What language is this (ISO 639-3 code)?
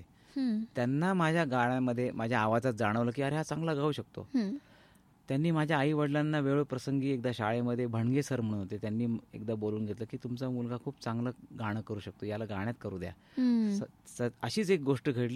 mar